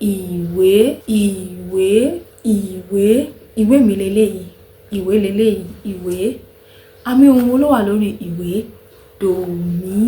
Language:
Yoruba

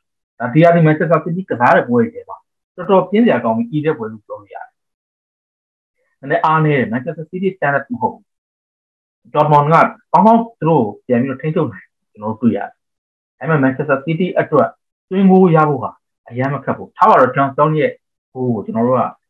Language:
Burmese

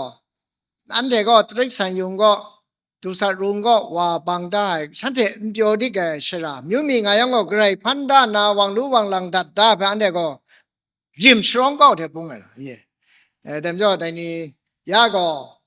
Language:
Kachin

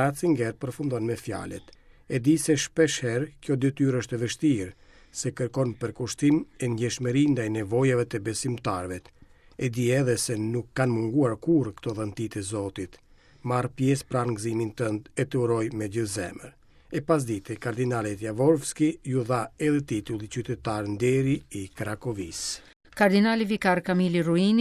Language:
Albanian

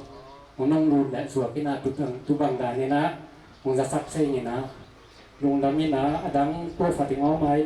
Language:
Tedim Chin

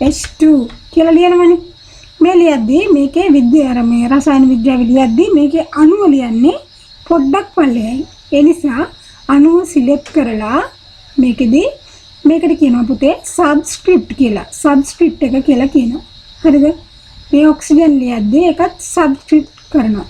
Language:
Sinhala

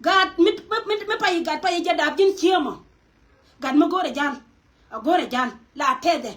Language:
Nuer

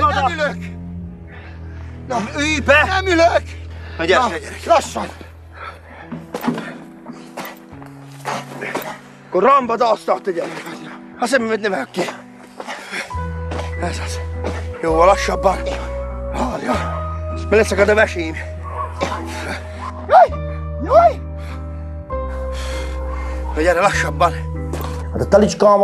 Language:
Hungarian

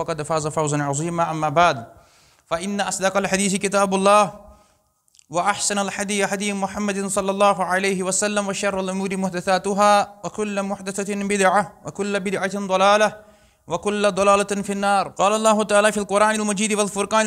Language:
Kashmiri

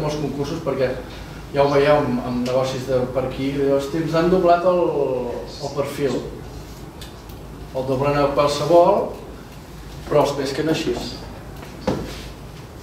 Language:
Catalan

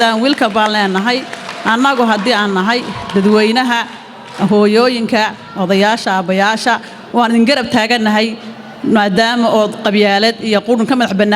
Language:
Somali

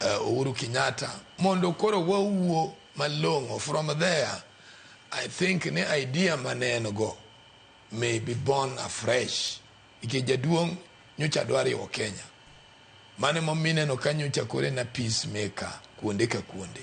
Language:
Luo (Kenya and Tanzania)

